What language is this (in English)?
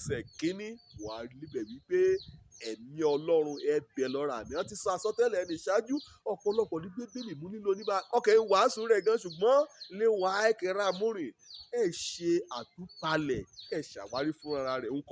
Yoruba